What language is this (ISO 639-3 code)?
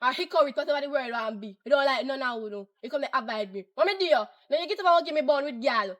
jam